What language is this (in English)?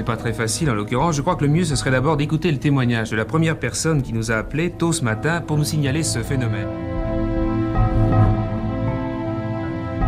French